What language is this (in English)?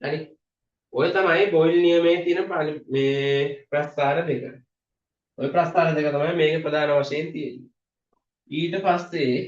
Sinhala